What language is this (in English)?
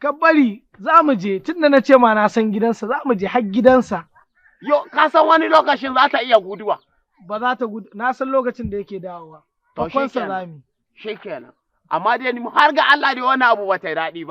Hausa